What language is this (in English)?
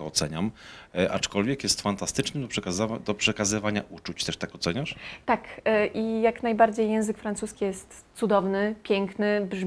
Polish